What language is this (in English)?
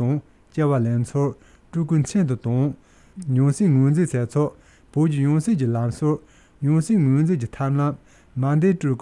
Tibetan